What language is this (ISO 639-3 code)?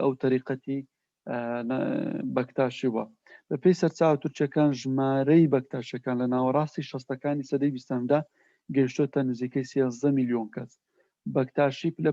ckb